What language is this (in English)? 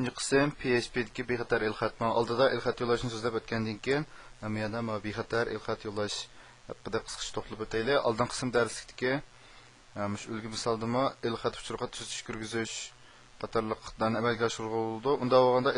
Uyghur